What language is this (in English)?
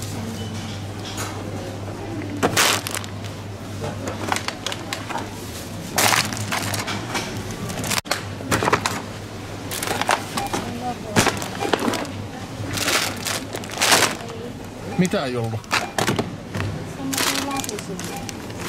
Finnish